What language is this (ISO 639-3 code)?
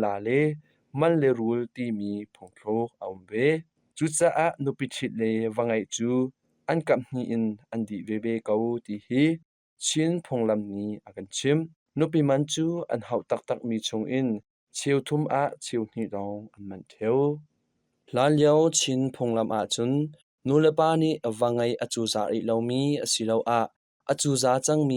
cnh